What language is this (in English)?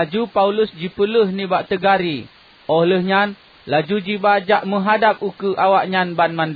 Achinese